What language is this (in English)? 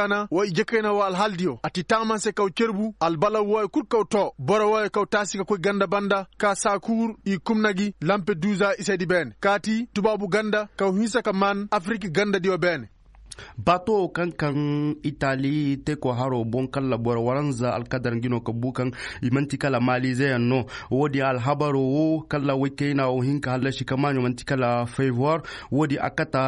Koyraboro Senni